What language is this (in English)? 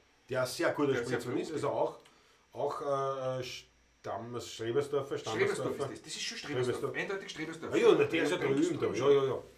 Bavarian